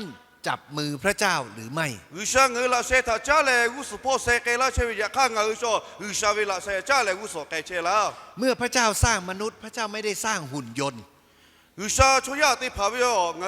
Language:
Lahu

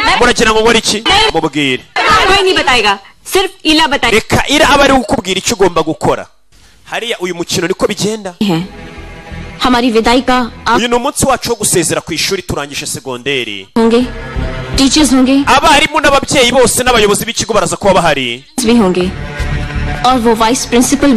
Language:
Kinyarwanda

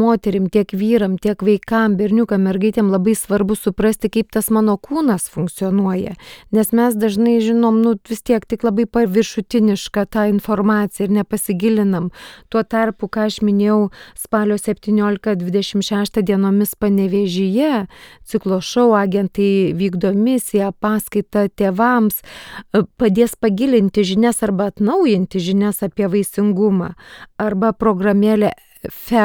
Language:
Lithuanian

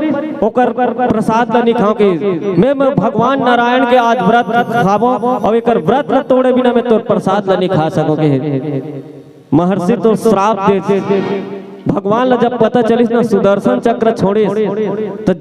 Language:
Chhattisgarhi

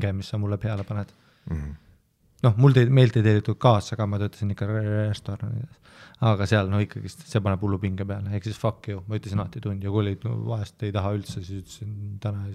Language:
Estonian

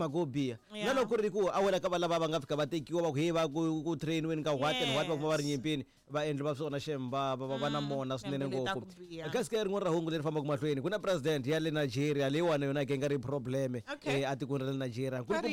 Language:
Tsonga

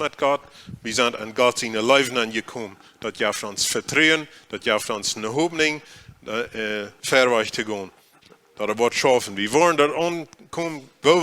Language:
Plautdietsch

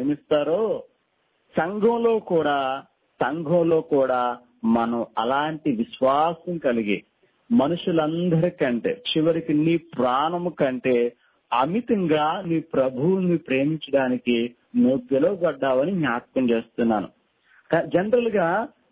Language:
Telugu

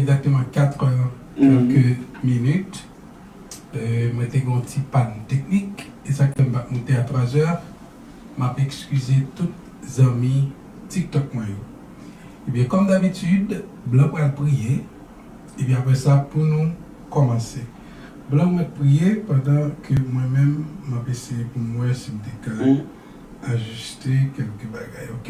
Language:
Haitian Creole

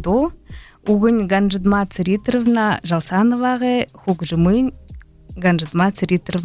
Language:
Buriat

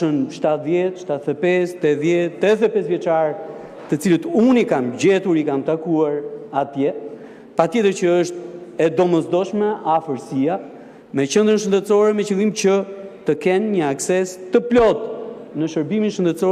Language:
Albanian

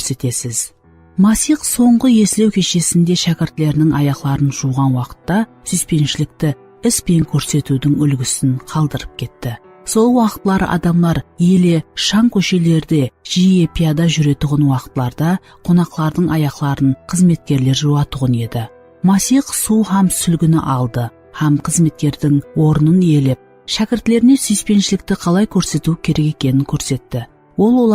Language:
Kara-Kalpak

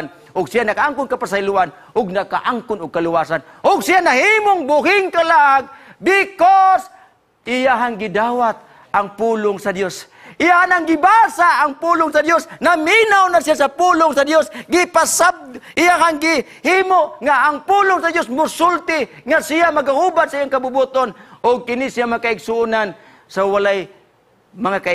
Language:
Cebuano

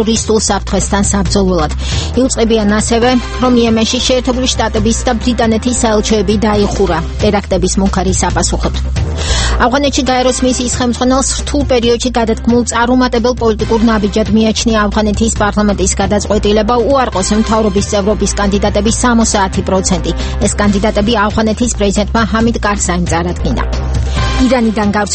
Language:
Georgian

